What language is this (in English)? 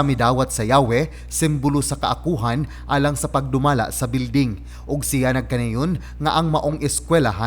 Cebuano